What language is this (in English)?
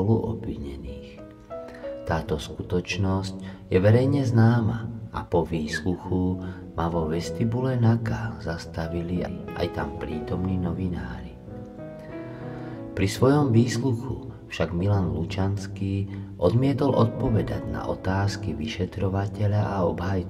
Slovak